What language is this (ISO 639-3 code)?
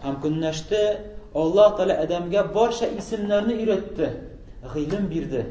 tat